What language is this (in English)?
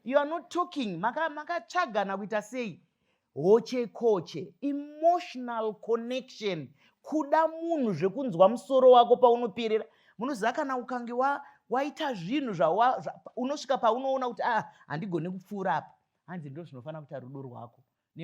Shona